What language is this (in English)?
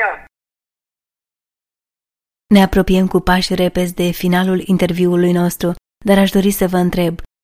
Romanian